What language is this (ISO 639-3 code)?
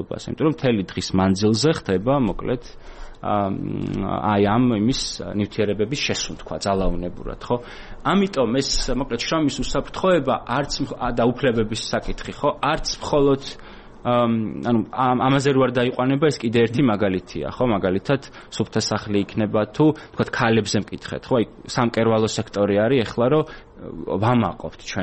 kat